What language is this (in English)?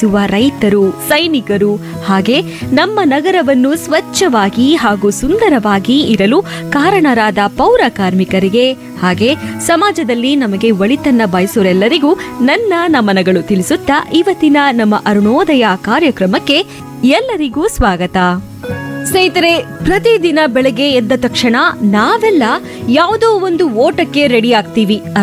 Kannada